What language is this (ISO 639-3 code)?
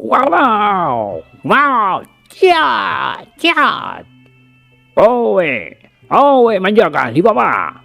sun